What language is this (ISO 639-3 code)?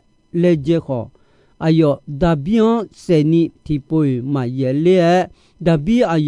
ahk